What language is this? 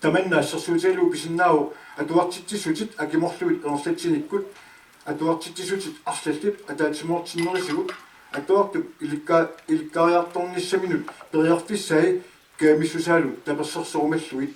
Kalaallisut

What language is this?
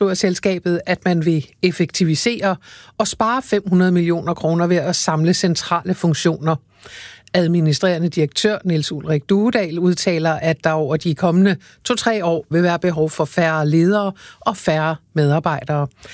Danish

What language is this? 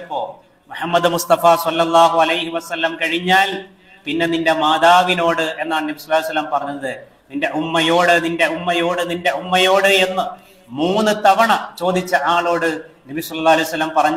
Malayalam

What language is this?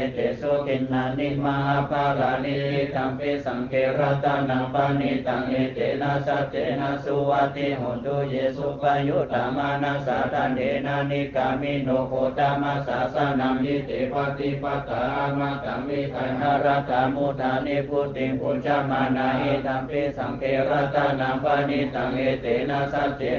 Pali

